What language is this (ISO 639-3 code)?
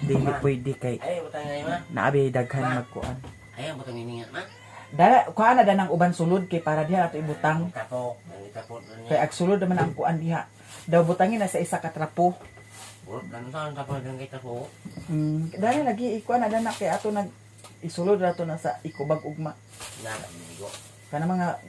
ceb